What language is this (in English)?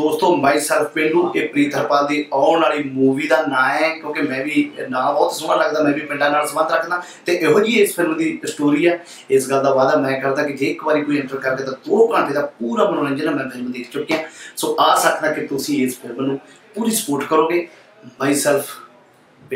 Punjabi